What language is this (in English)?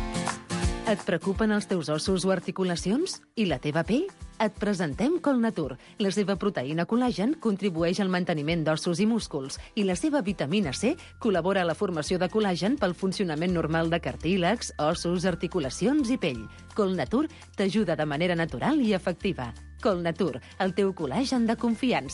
Catalan